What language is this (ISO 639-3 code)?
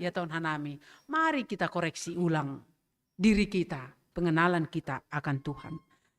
bts